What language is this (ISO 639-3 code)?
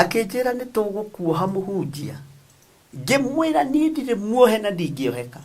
kik